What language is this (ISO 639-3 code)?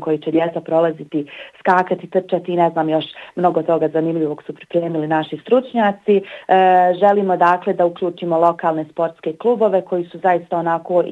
bos